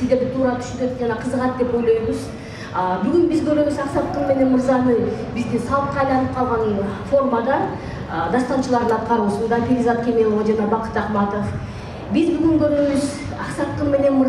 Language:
Kyrgyz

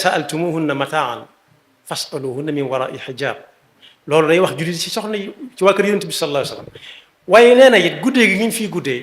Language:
Wolof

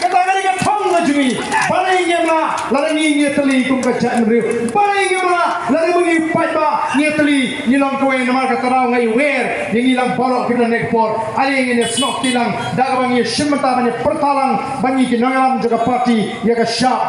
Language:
Khasi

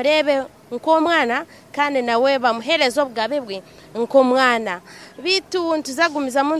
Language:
Nyankole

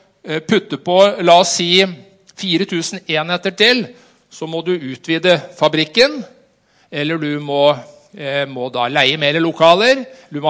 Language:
Norwegian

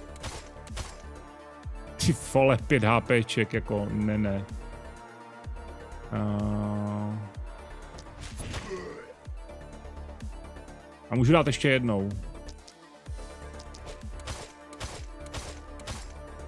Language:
Czech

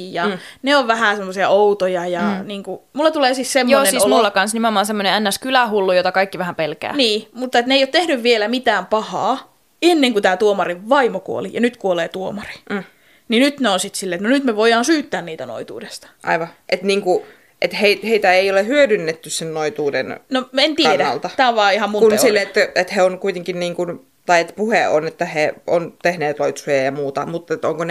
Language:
Finnish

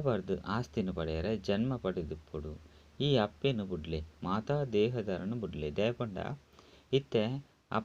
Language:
Tulu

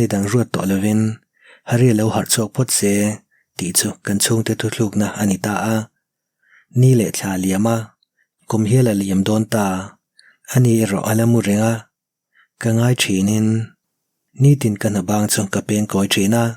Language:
Mizo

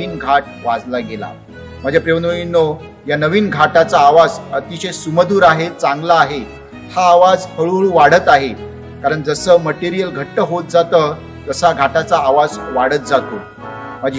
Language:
Marathi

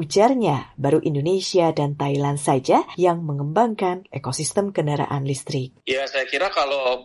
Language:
Indonesian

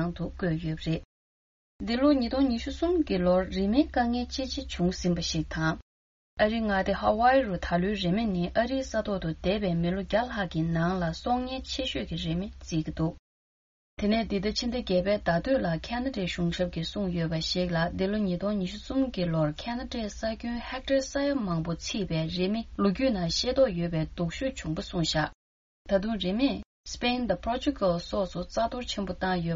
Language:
Tibetan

